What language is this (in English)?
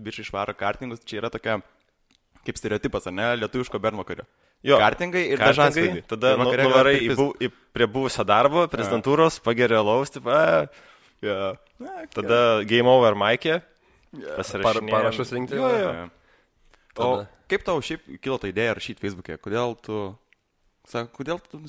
Lithuanian